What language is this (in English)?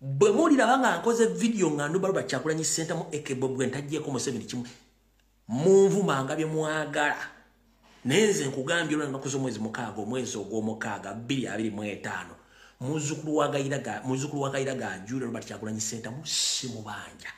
Ganda